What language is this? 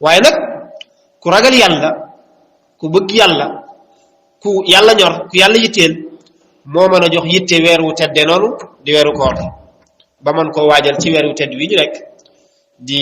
Wolof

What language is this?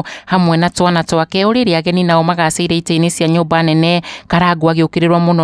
Kikuyu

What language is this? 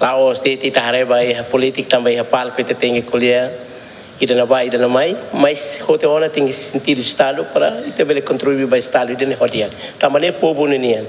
Tetum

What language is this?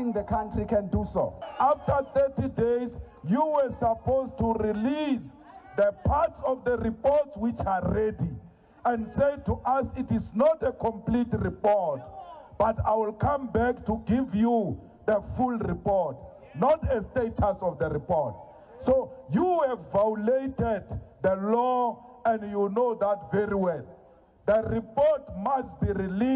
Tsonga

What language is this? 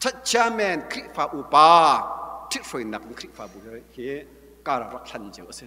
Hakha Chin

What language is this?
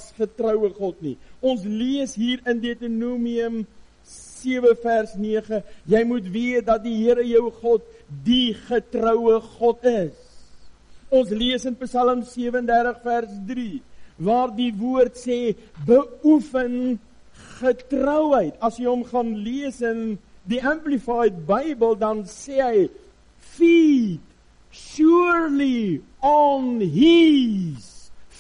Afrikaans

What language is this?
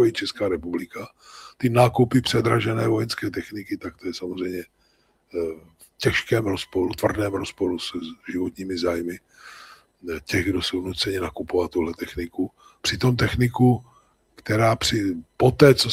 Czech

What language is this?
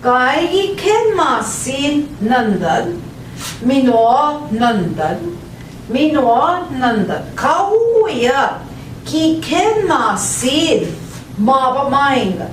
Central Ojibwa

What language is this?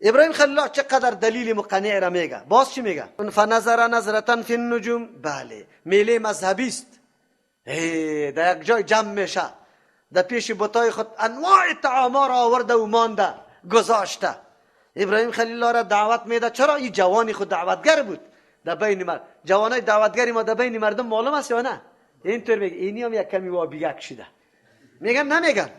Persian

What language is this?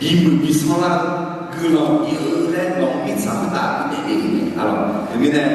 Akha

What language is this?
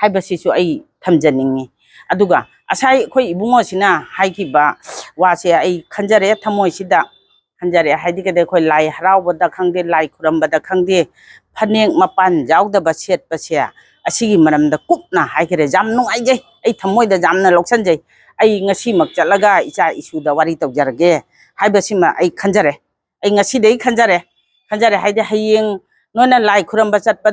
Manipuri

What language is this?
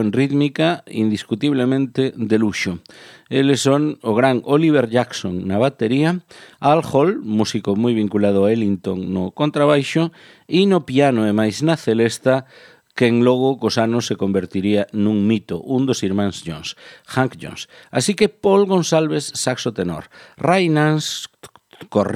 Galician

